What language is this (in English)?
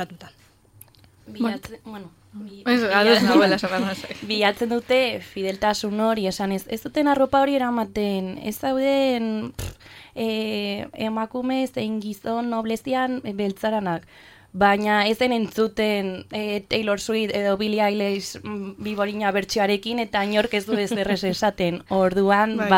Basque